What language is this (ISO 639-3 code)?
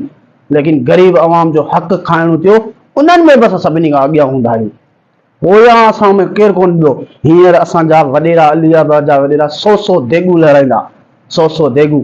snd